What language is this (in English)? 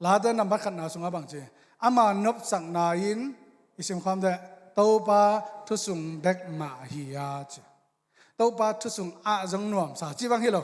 Tedim Chin